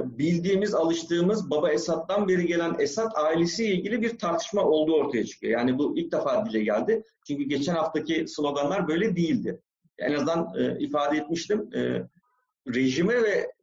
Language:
Turkish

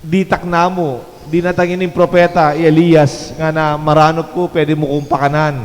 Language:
Pampanga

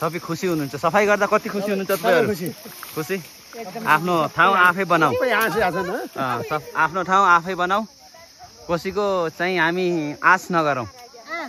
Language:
Nepali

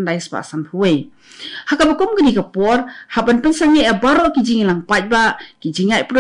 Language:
Khasi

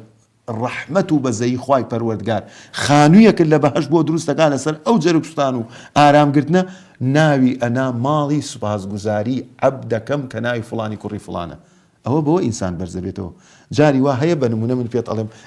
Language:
Central Kurdish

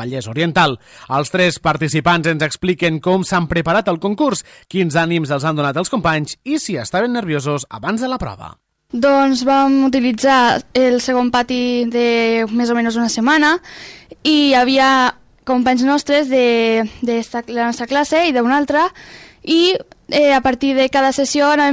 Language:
Catalan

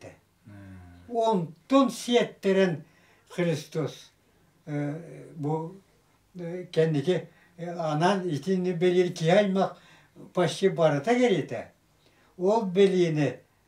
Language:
Yakut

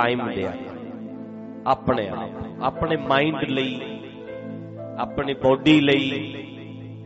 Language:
Punjabi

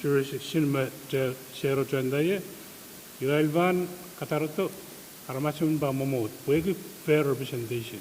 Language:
Pohnpeian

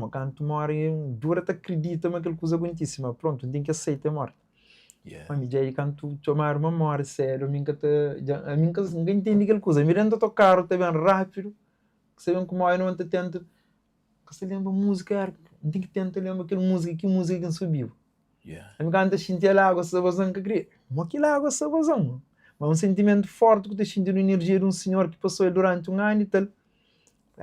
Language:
Kabuverdianu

